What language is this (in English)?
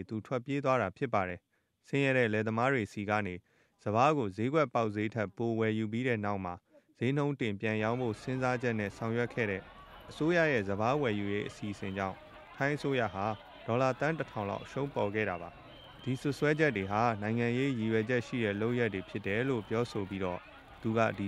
Burmese